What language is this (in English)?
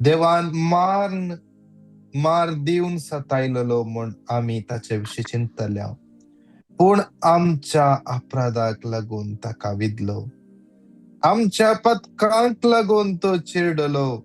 Konkani